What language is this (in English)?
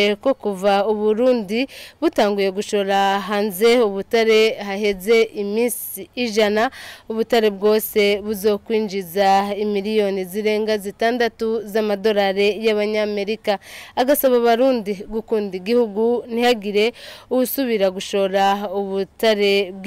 Rundi